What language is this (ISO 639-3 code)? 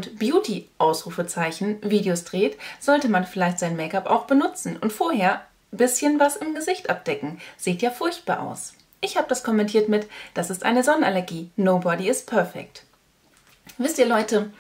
deu